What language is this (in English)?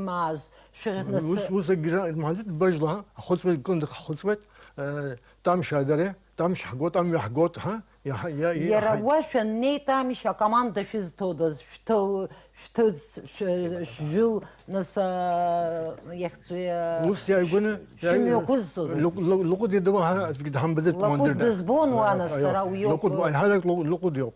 Abkhazian